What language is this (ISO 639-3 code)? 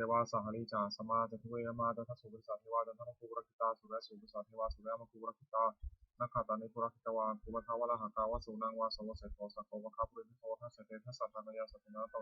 pli